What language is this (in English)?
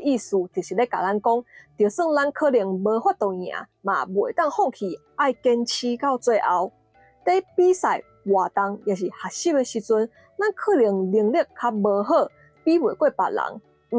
Min Nan Chinese